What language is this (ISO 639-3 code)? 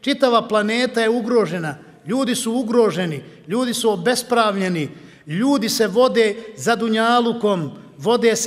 bos